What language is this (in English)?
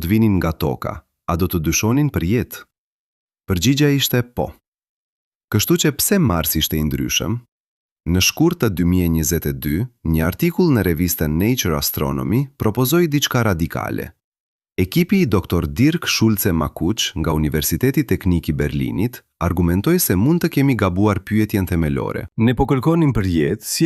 Albanian